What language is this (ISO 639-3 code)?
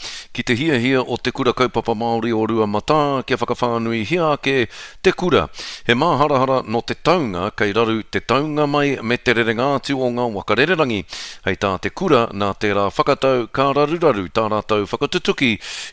mri